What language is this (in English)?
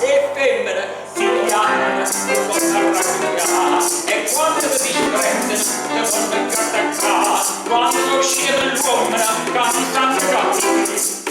Neapolitan